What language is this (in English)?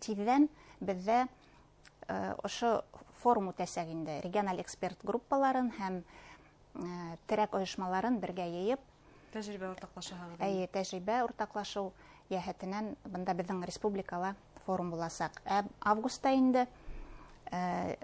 Bashkir